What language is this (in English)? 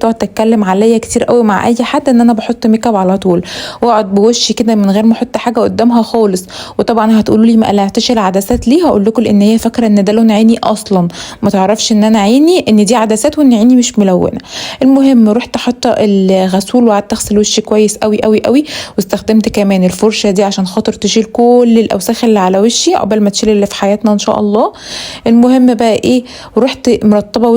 Egyptian Arabic